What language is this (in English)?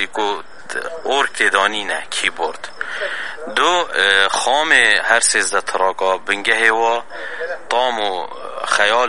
Kurdish